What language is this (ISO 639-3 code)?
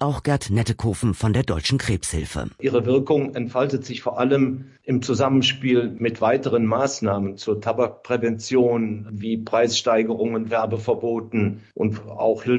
deu